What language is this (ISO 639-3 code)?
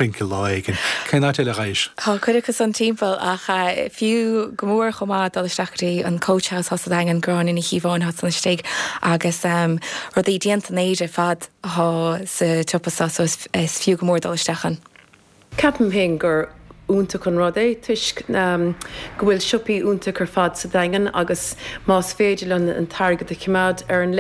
gle